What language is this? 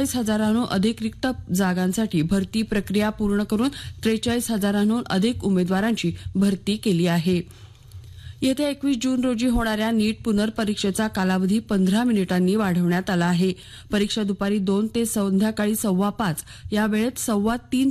Marathi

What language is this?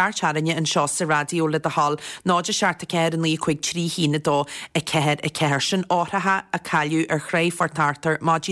Irish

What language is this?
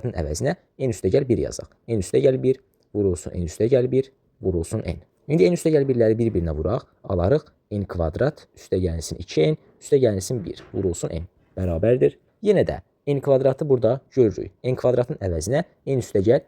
Azerbaijani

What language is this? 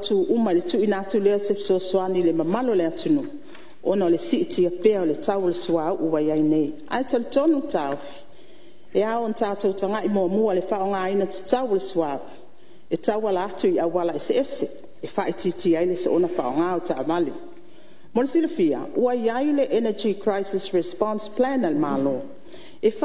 Samoan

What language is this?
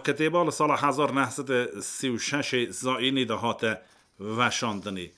Kurdish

